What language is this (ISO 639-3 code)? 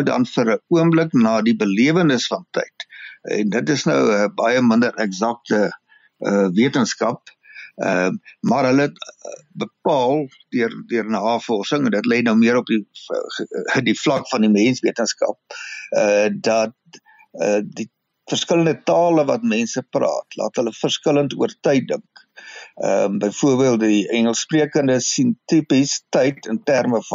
afr